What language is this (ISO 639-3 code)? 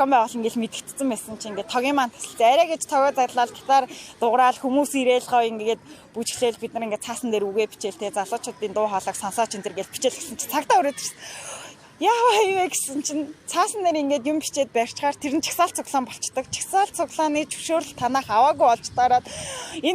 mon